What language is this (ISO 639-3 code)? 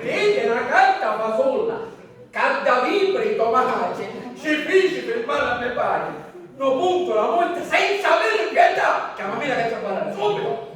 scn